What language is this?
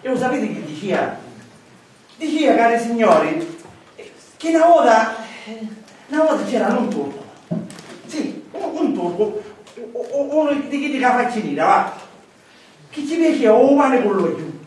Sicilian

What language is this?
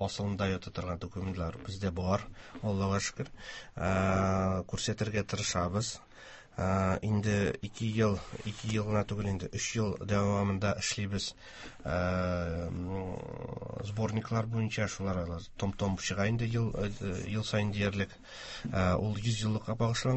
Tatar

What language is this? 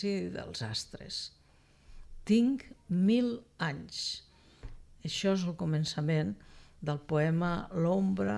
Catalan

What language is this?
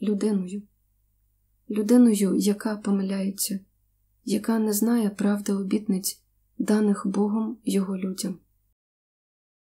Ukrainian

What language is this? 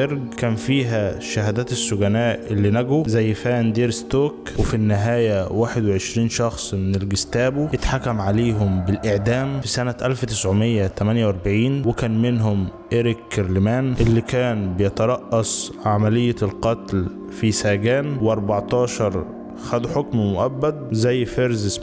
Egyptian Arabic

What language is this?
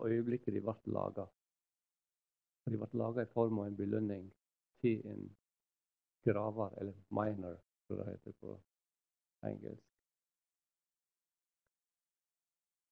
Norwegian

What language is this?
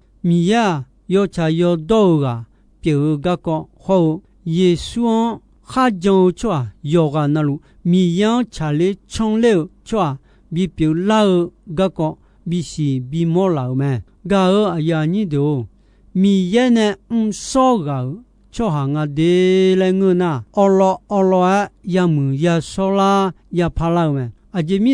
Akha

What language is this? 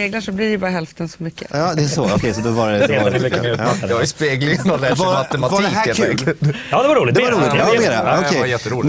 Swedish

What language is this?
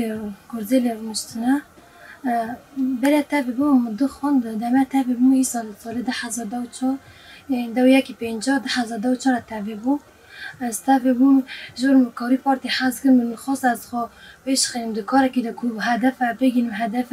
Kurdish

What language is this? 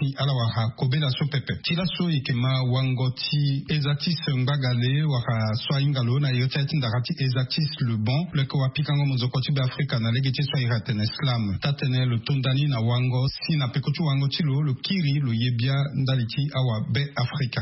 Sango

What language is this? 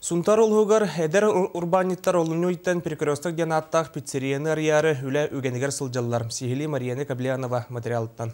Yakut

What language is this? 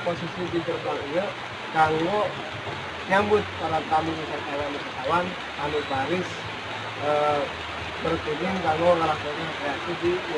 Sundanese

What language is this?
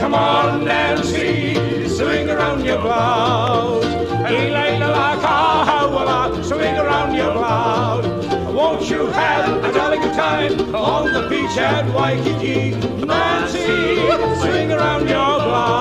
Hawaiian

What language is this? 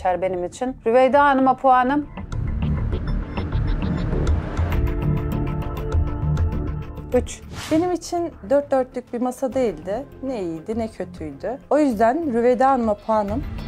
Turkish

